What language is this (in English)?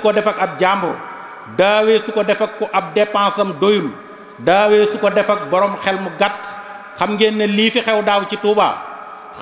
Wolof